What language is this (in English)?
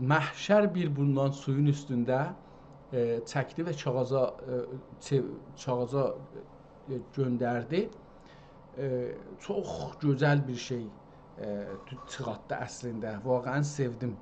South Azerbaijani